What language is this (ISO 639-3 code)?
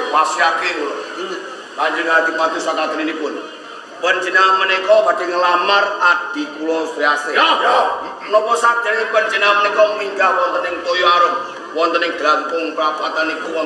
jav